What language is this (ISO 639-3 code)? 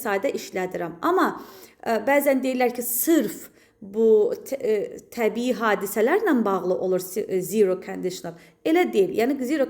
aze